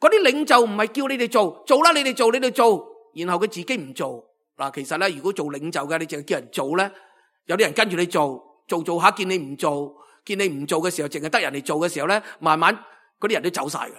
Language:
Cantonese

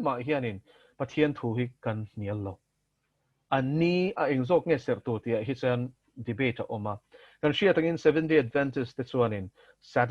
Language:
Mizo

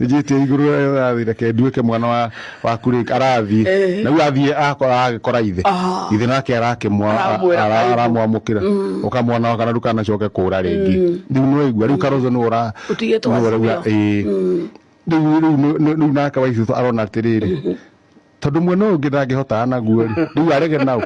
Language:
Kikuyu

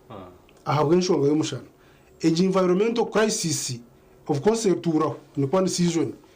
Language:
Nyankole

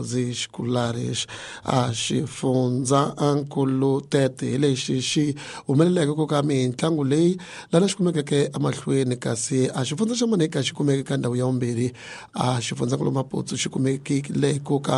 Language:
Tsonga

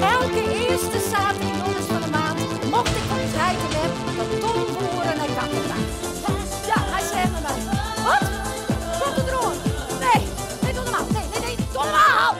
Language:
Western Frisian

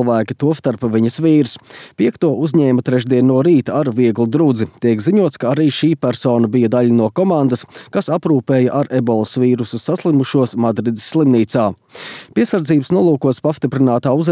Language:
Latvian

